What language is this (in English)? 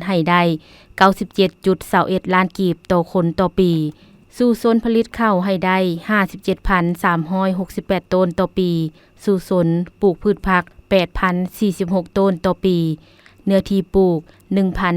Lao